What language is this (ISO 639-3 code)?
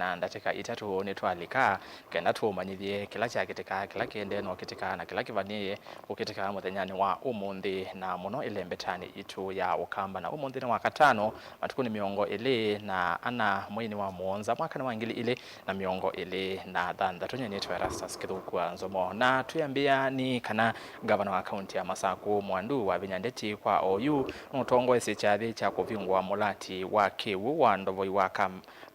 kam